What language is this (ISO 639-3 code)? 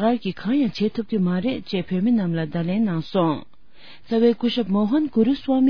bod